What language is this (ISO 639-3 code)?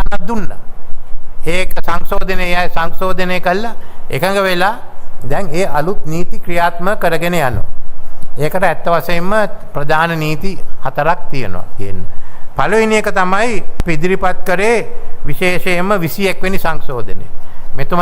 sin